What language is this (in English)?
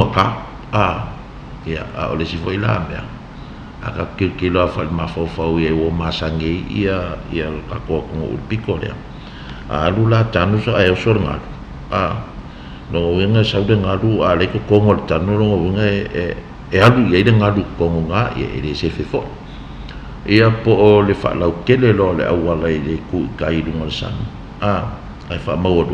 Samoan